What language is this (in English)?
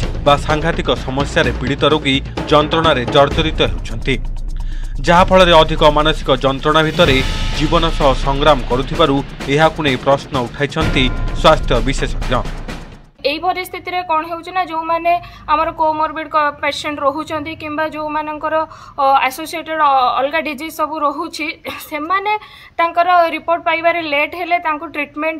Odia